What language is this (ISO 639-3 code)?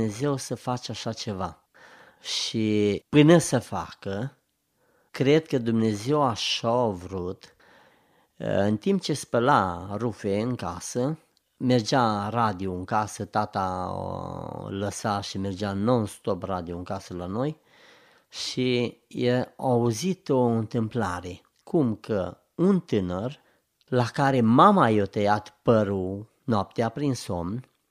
ron